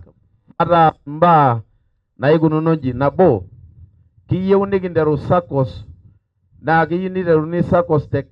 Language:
Masai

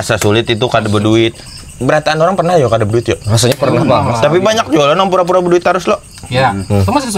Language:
Banjar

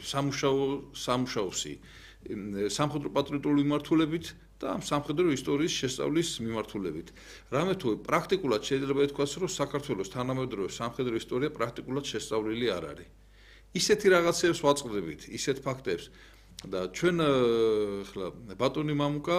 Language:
Georgian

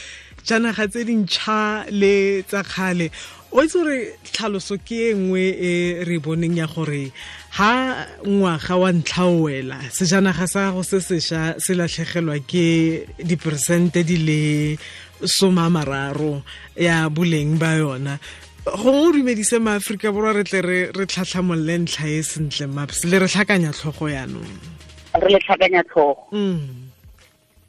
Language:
Tswana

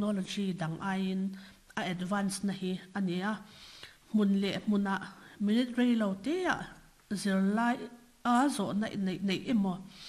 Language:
Mizo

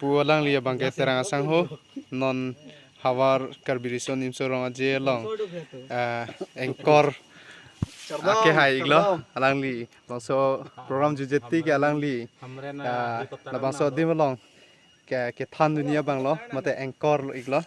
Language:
Karbi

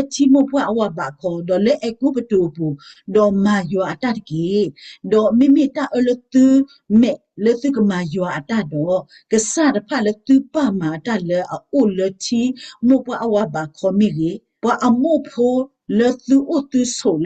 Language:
S'gaw Karen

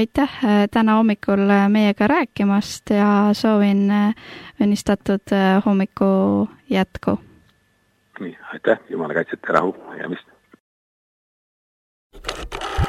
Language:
Estonian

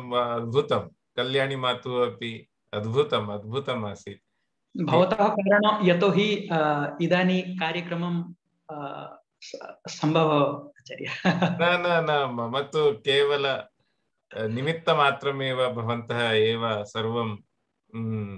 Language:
Sanskrit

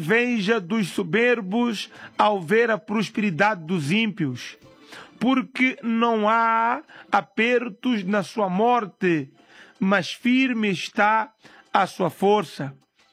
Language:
Portuguese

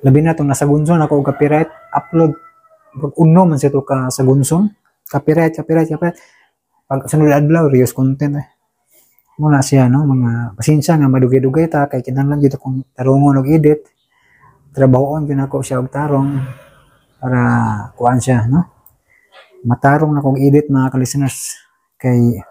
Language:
Cebuano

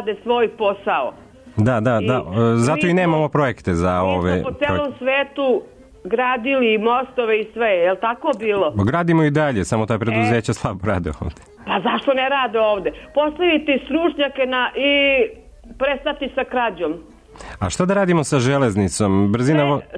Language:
Serbian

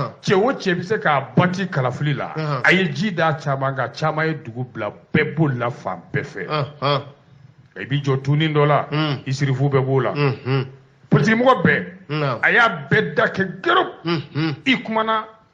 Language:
Bambara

